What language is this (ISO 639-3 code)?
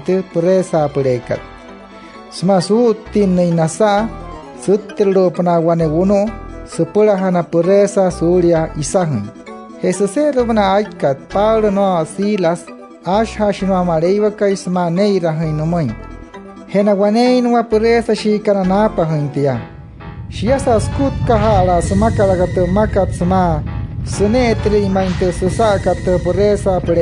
guc